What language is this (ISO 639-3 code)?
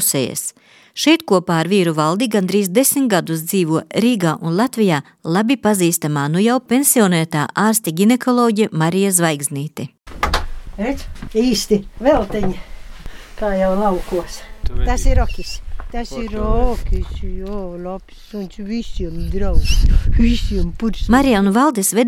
lav